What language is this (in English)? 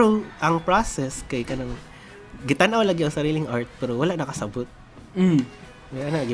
Cebuano